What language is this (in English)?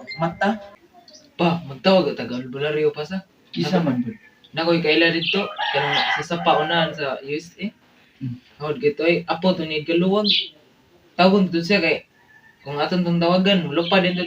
Cebuano